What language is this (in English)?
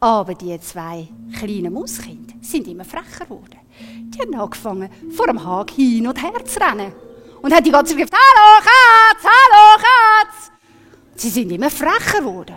Swiss German